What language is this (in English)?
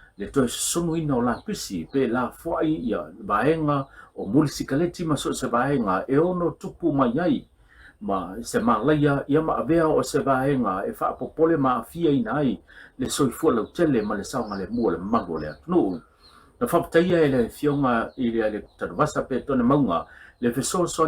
Samoan